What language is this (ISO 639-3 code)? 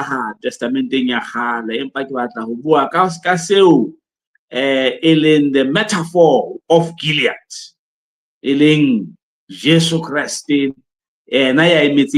sot